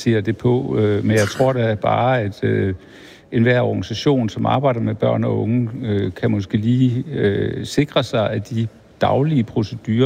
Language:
Danish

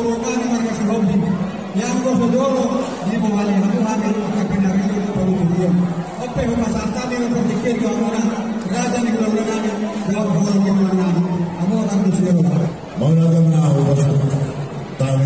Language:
Batak Toba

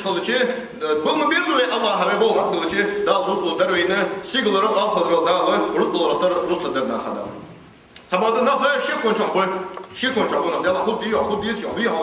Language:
Ingush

